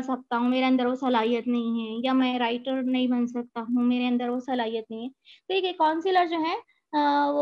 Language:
Urdu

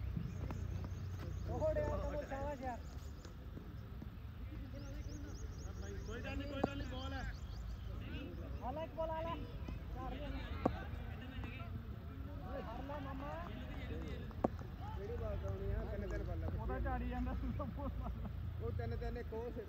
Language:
Punjabi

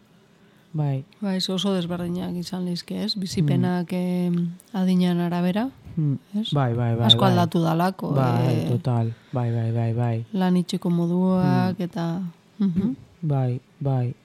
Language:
Basque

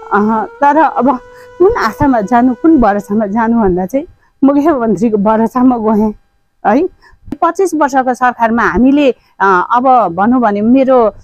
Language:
Nepali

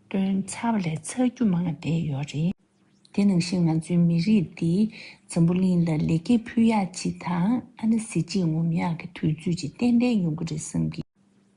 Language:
Tibetan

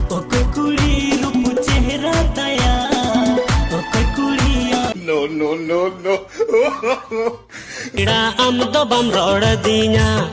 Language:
Santali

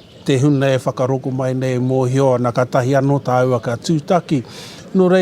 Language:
Māori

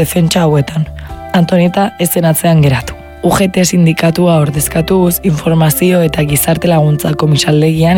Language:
Basque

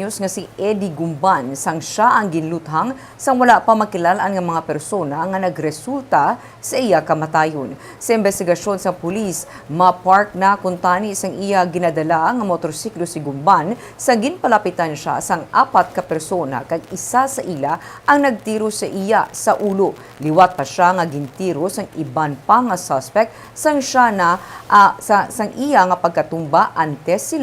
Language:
Hiligaynon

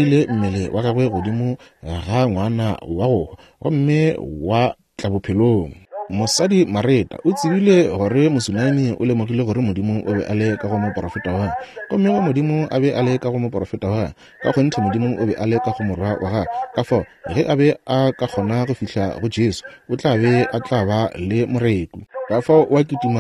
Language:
Northern Sotho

